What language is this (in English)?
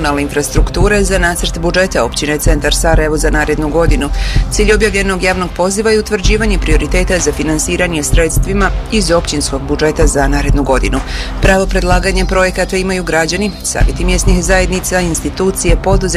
Bosnian